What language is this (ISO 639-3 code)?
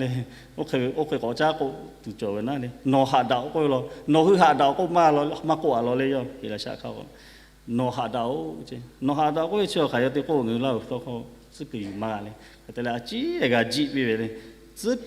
lhu